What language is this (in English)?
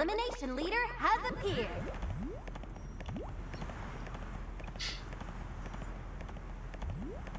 Indonesian